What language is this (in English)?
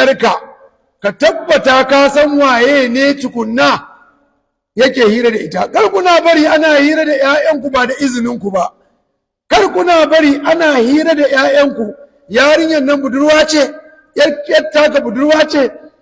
Hausa